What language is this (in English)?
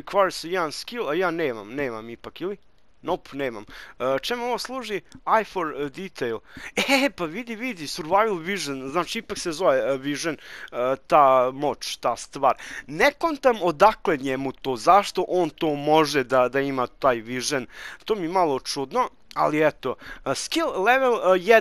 Serbian